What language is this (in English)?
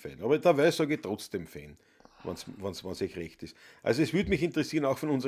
Bavarian